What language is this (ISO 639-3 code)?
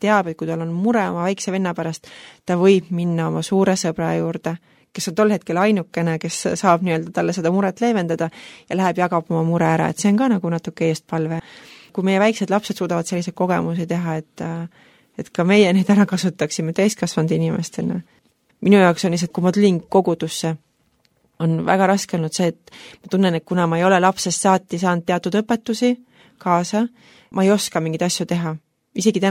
est